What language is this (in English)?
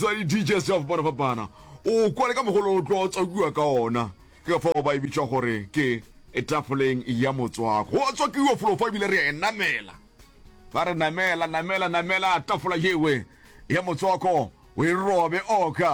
Northern Sotho